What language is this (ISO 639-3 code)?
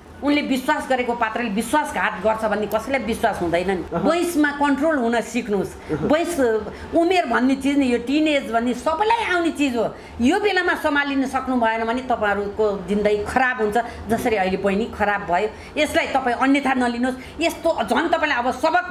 nep